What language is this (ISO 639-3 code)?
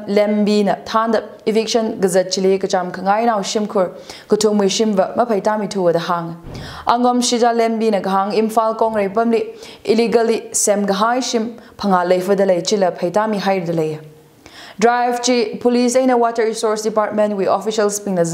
nmf